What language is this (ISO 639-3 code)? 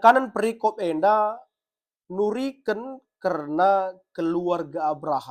btx